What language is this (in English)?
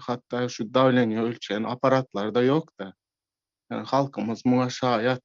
Turkmen